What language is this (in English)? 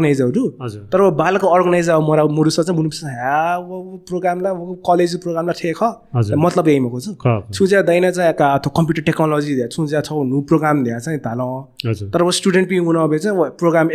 Newari